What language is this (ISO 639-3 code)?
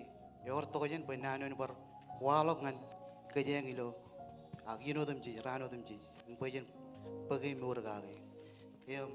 mah